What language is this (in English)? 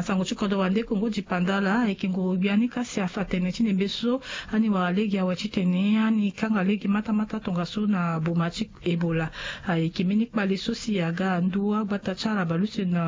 Sango